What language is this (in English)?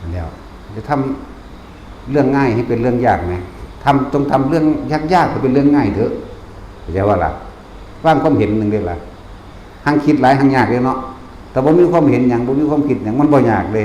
Northeastern Thai